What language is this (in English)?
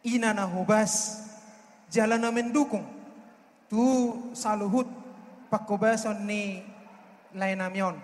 Batak Toba